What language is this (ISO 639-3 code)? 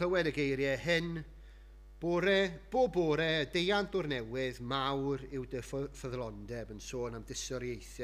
cym